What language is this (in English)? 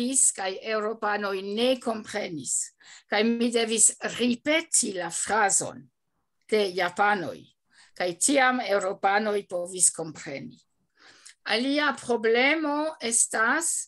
Esperanto